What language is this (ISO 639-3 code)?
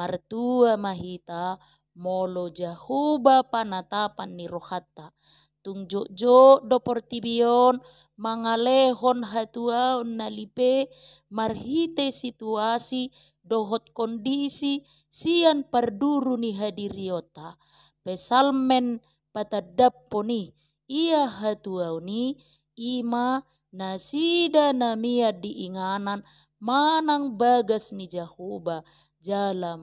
bbc